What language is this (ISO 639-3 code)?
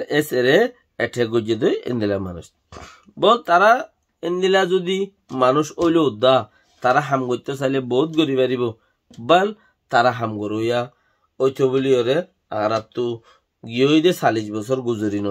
rhg